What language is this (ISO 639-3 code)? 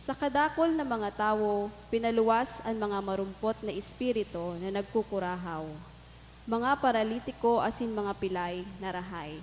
bik